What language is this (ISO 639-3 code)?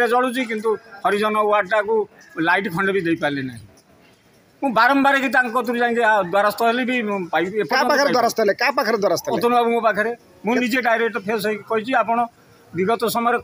ori